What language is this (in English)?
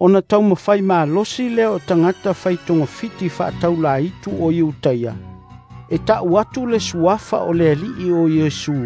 Samoan